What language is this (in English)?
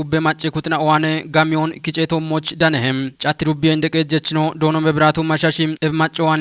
Kafa